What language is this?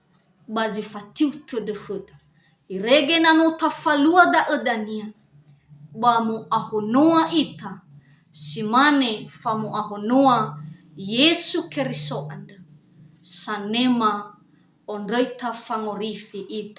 Nias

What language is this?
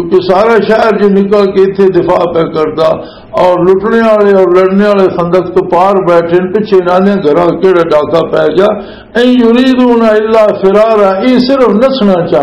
Western Panjabi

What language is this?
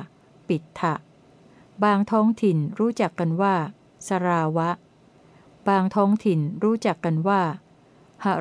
Thai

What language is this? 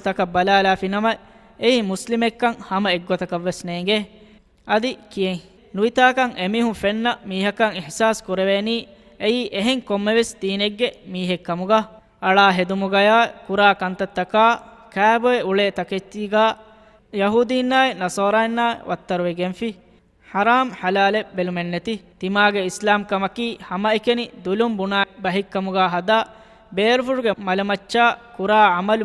Divehi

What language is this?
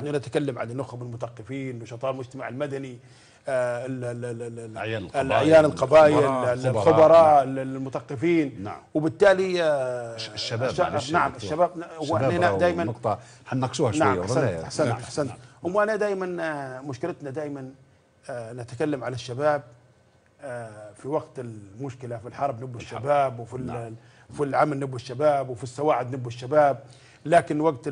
Libyan Arabic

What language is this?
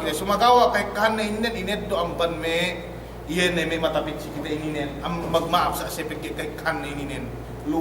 Yakan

